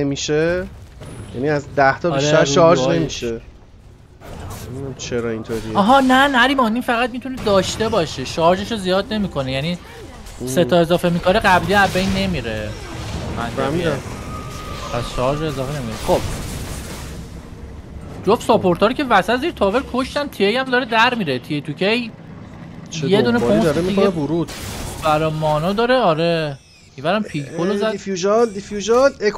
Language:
Persian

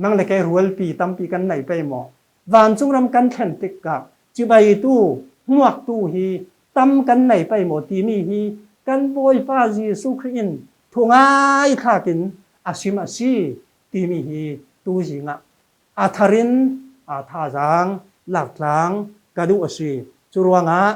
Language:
Falam Chin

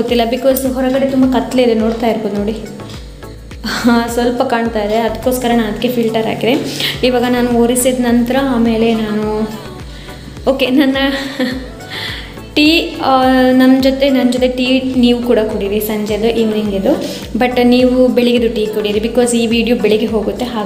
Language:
Kannada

